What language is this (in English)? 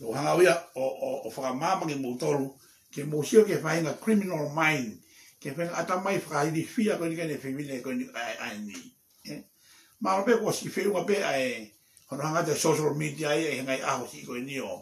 Tongan